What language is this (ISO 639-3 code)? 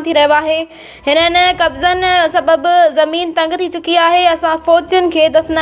snd